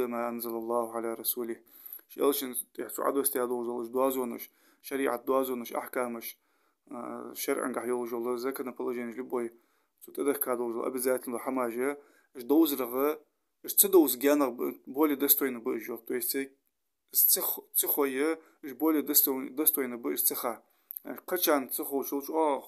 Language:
Ingush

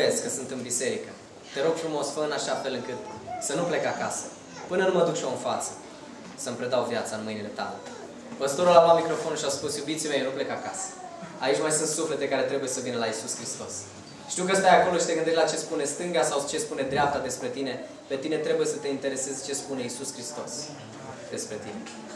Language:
Romanian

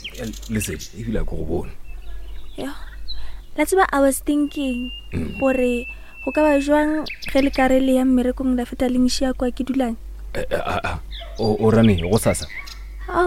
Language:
Northern Sotho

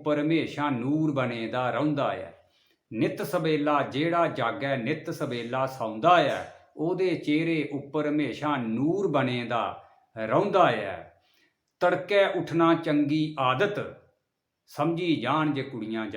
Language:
Dogri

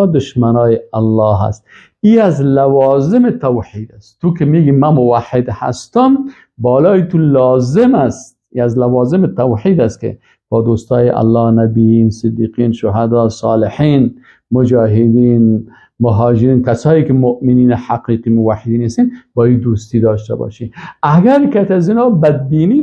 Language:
Persian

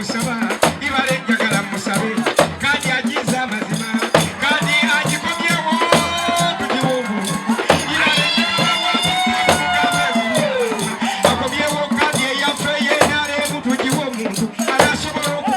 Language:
Soga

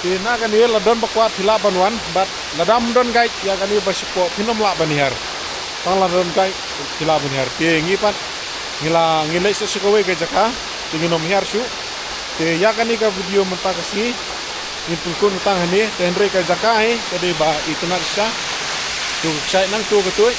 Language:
Khasi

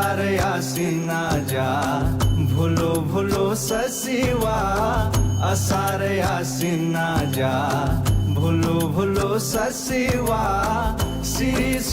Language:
Newari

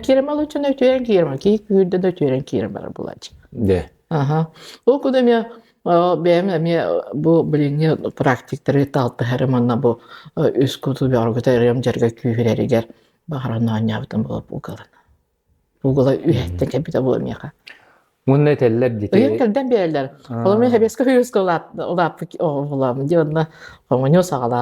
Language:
Yakut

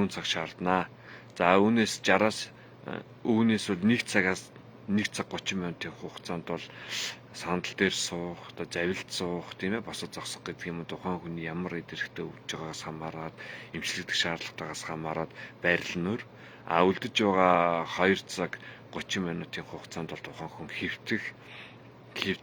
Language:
Mongolian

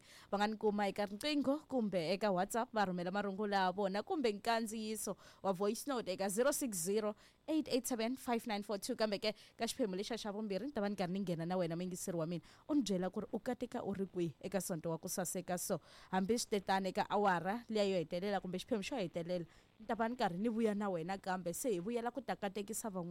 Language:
Tsonga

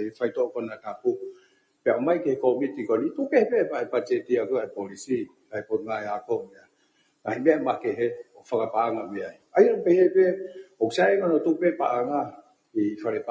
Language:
Tongan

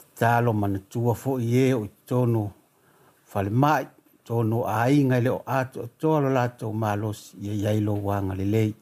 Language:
Samoan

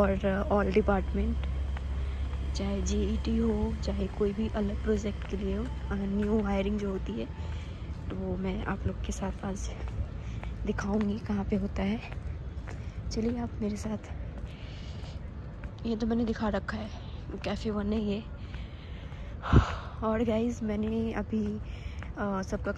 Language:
Hindi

